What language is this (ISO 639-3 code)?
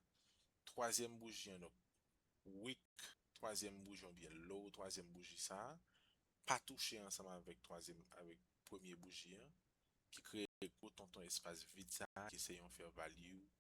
hat